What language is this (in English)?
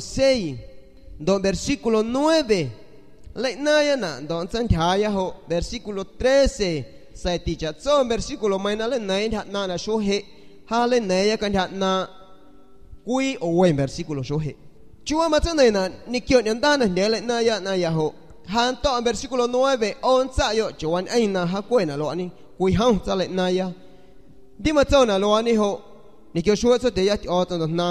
San Pedro Amuzgos Amuzgo